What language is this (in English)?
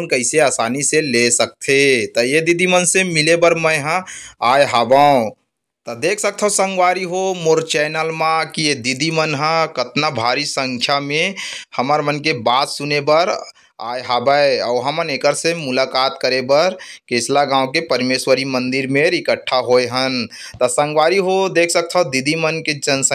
Chhattisgarhi